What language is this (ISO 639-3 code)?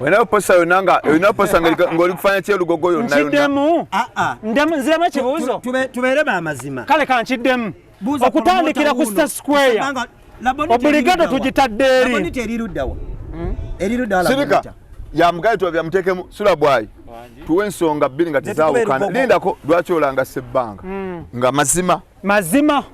lug